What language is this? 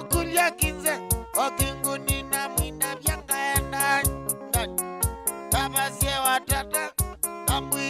Kamba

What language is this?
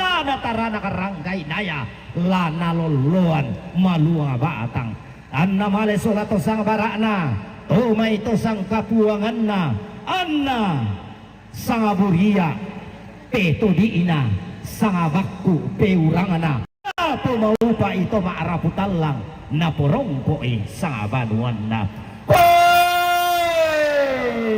Toraja-Sa'dan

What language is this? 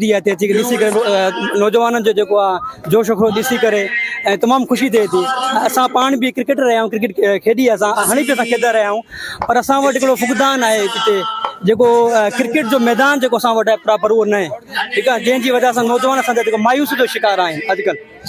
Sindhi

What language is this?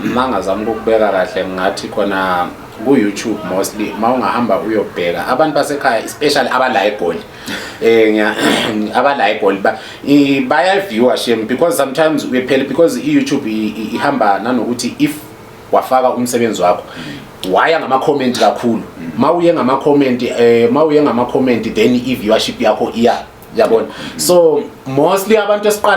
Zulu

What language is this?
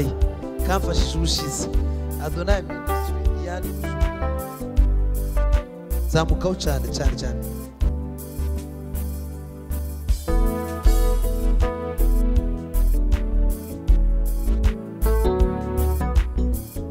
Kinyarwanda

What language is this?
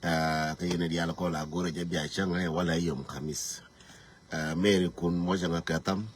Nuer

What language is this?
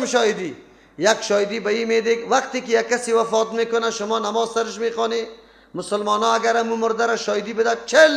Persian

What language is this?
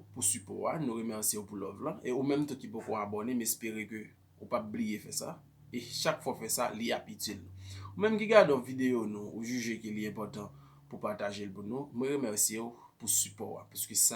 Haitian Creole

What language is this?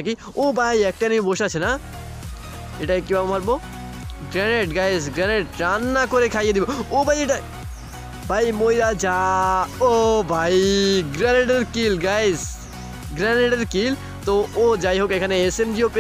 Bangla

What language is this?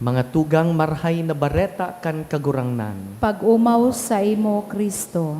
Bikol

